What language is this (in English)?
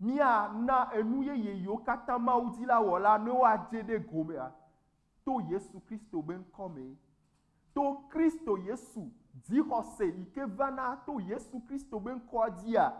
Ewe